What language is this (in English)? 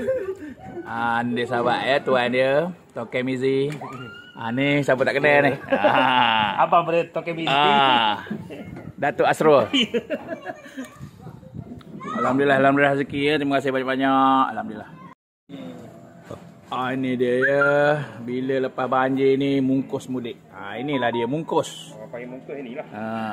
Malay